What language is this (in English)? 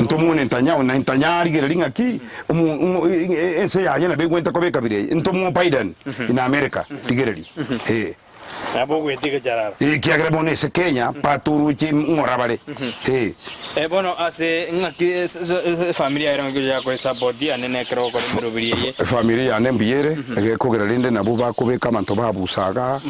Gusii